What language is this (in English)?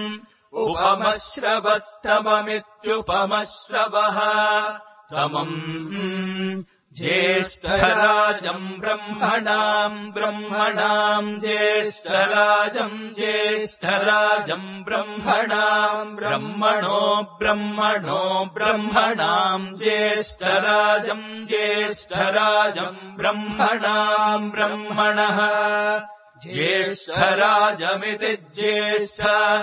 Sanskrit